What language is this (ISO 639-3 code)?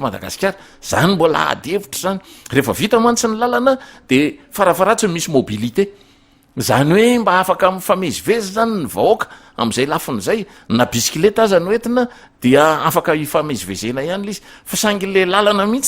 mlg